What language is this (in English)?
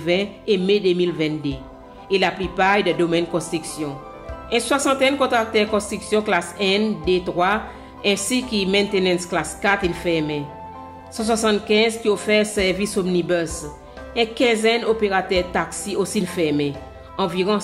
Seselwa Creole French